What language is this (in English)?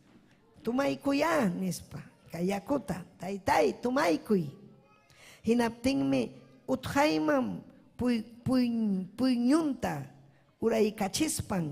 Ayacucho Quechua